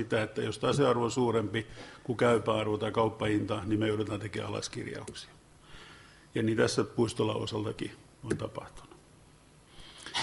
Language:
Finnish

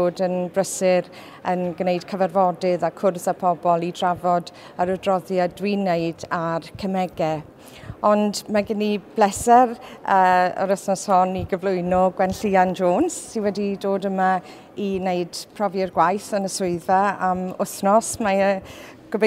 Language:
Welsh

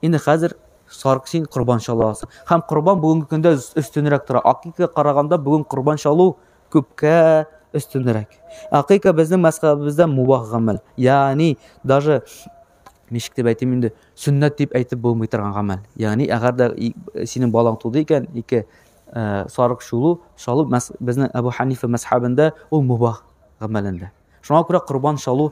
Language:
Tatar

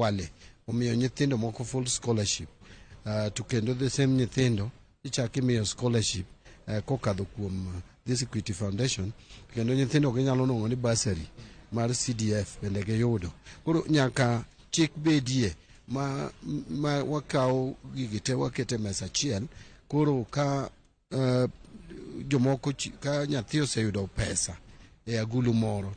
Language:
Luo (Kenya and Tanzania)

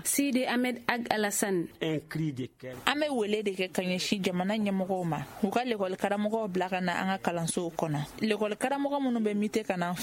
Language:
Bambara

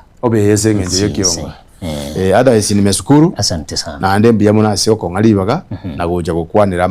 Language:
Gusii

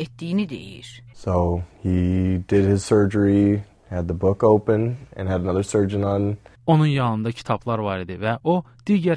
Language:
Azerbaijani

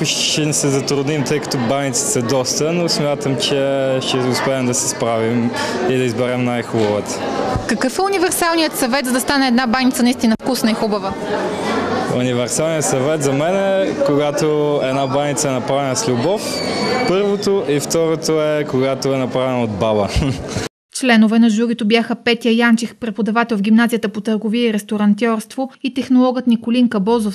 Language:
Bulgarian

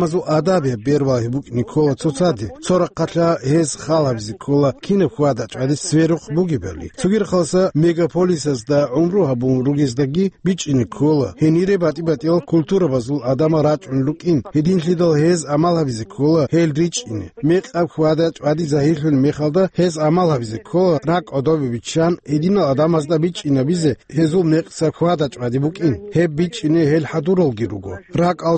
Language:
Avaric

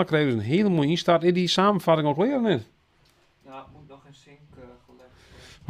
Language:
Western Frisian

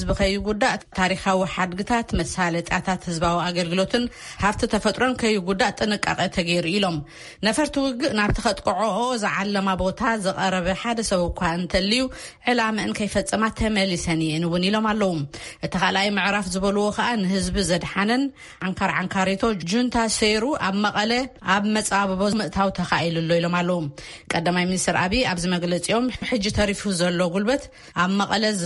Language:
Tigrinya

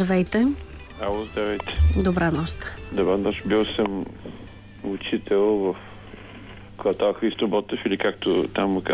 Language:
Bulgarian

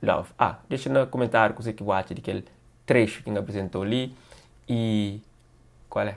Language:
Kabuverdianu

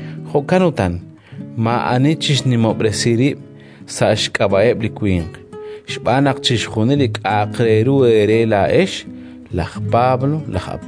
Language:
Kekchí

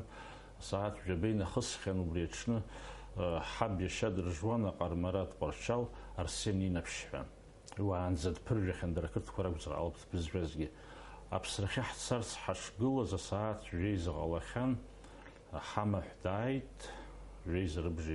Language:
Abkhazian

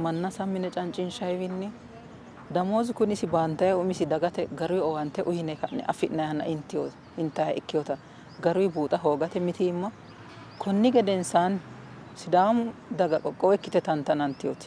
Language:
Sidamo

